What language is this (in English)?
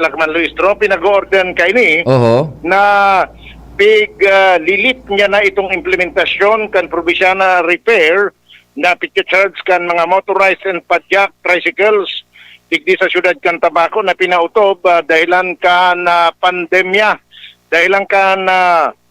Bikol